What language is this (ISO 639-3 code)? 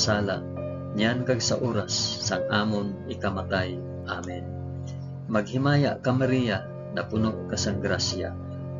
hil